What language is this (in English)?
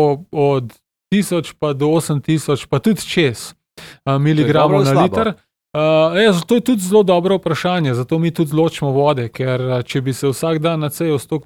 Slovenian